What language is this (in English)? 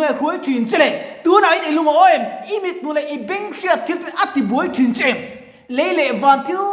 Mizo